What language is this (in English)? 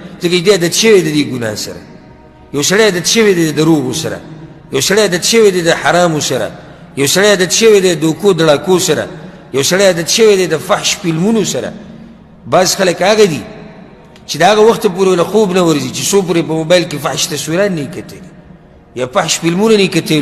Pashto